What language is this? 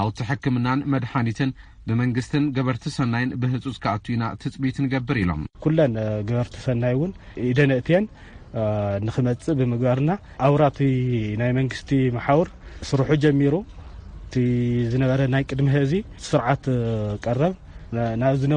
Tigrinya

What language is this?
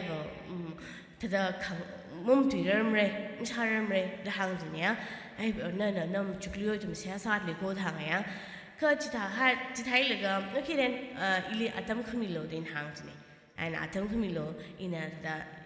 Tangkhul Naga (India)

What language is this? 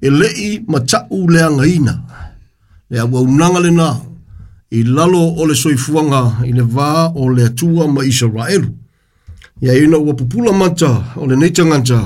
Samoan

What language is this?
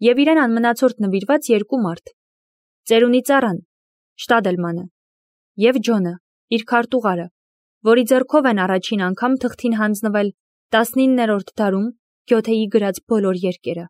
Armenian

